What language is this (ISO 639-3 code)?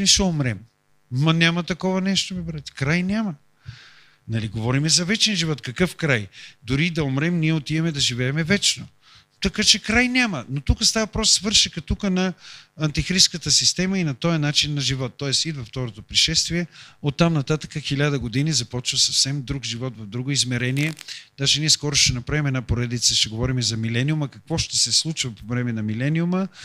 bul